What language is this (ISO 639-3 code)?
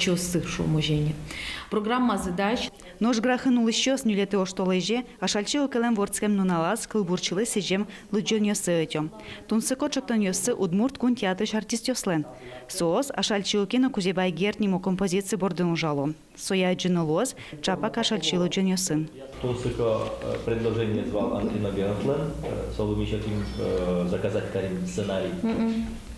udm